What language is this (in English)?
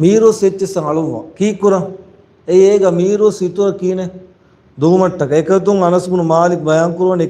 Divehi